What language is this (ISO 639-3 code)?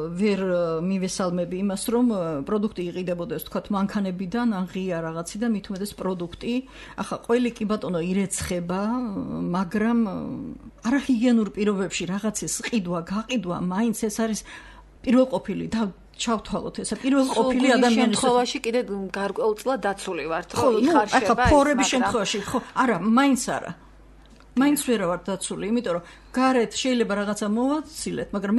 kat